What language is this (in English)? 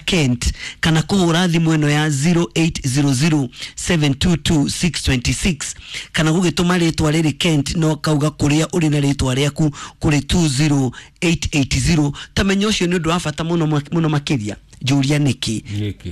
Kikuyu